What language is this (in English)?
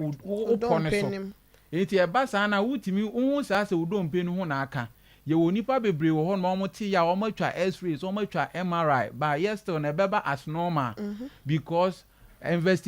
Akan